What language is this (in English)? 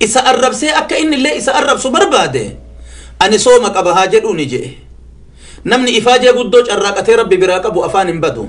Oromo